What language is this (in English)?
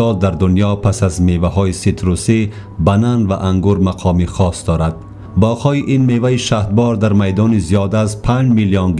Tajik